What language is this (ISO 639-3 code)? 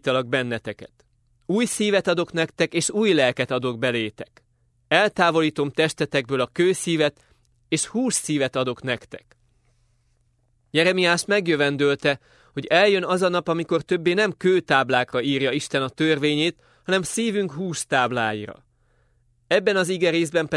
hun